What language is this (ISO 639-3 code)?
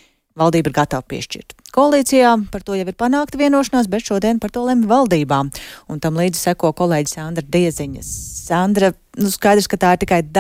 lav